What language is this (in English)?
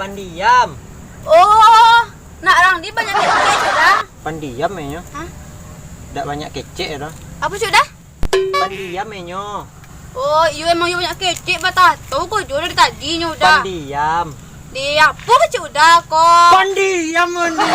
Minangkabau